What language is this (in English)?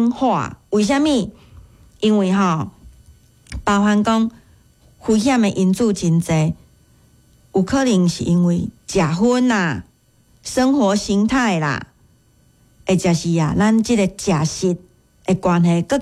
Min Nan Chinese